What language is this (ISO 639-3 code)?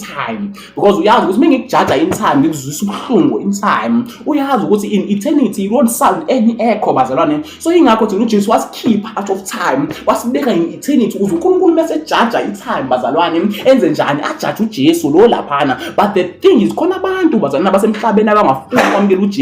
zul